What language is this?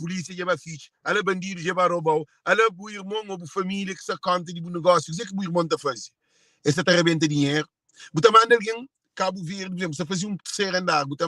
Kabuverdianu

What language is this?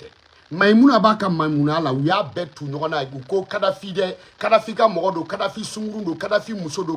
Bambara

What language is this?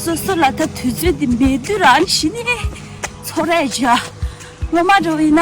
Tibetan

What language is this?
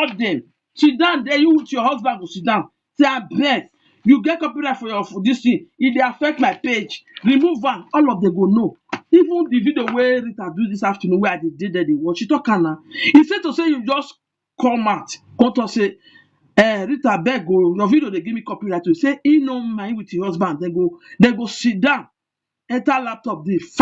Nigerian Pidgin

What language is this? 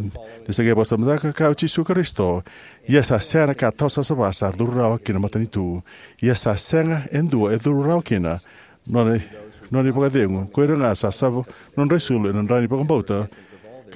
Fijian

